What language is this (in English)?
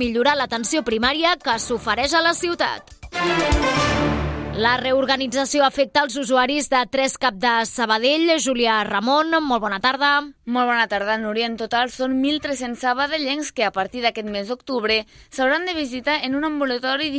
Catalan